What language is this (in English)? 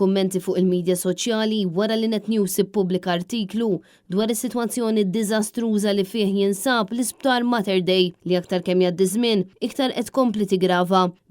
Maltese